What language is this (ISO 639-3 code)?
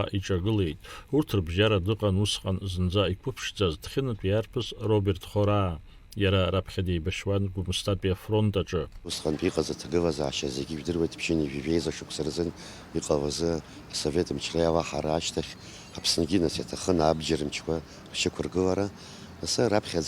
abk